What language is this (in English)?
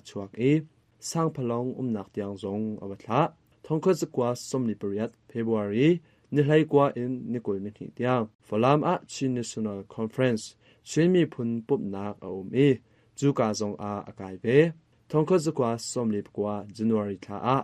Hakha Chin